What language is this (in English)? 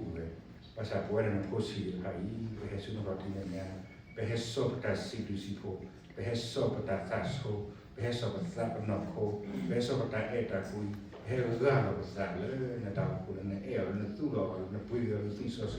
S'gaw Karen